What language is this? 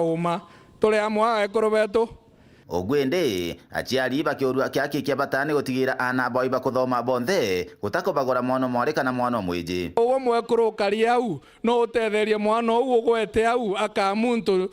Meru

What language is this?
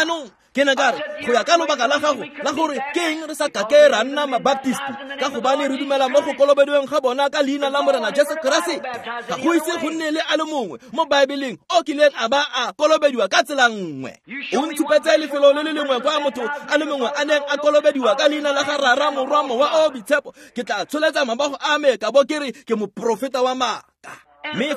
Tswana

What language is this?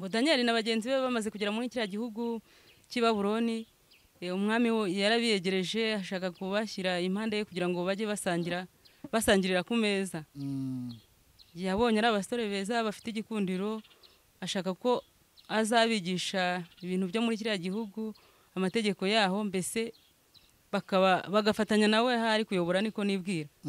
Kinyarwanda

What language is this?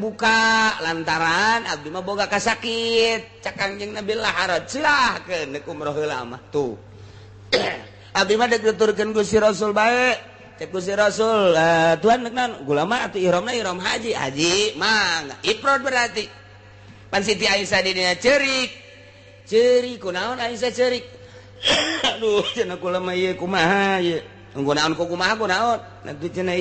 Sundanese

